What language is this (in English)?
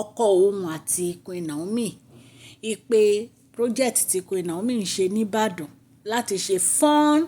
Yoruba